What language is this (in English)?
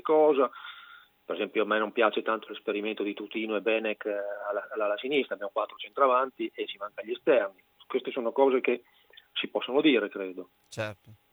Italian